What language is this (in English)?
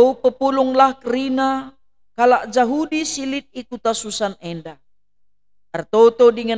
Batak Karo